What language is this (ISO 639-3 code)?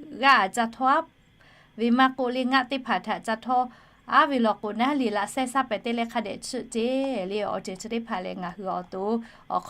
lhu